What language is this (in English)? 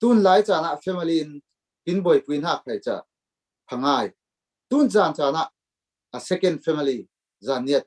Falam Chin